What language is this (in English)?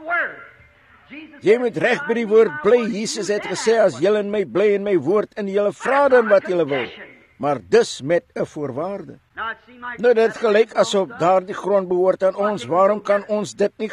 Afrikaans